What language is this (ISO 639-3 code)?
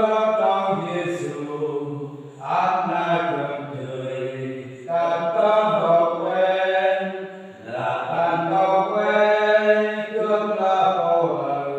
cmo